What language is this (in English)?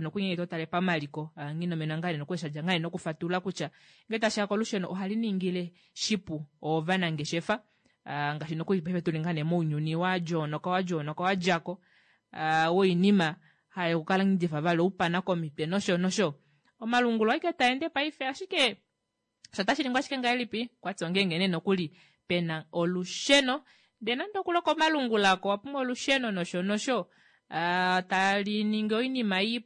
Kuanyama